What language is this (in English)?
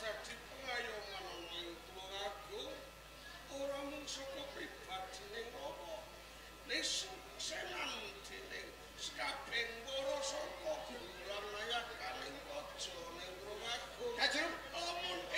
Javanese